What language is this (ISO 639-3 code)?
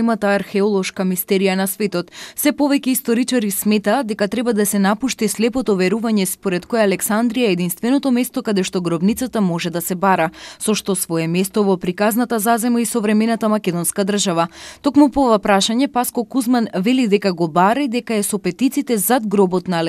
mkd